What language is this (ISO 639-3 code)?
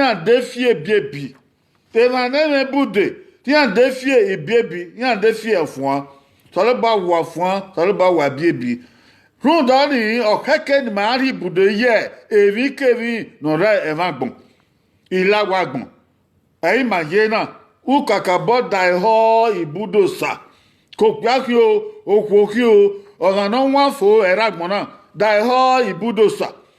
bin